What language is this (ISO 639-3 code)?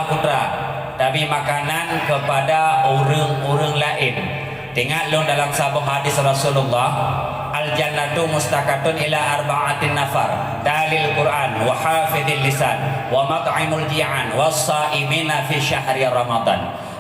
ace